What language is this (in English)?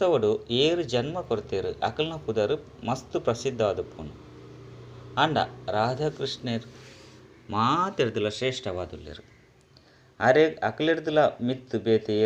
Tulu